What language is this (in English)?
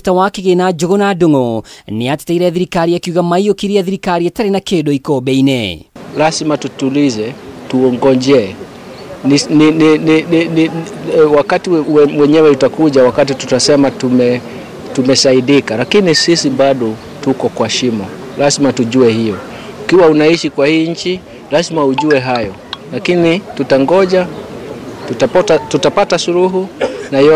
Kikuyu